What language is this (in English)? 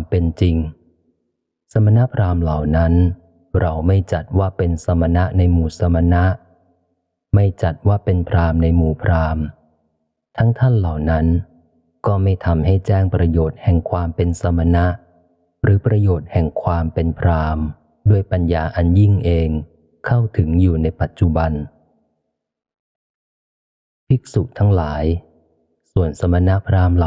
Thai